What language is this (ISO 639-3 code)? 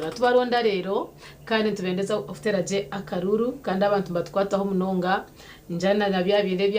nyn